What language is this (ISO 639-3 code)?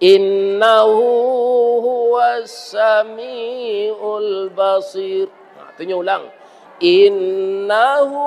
min